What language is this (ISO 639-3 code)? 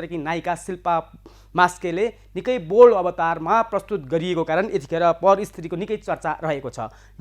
nep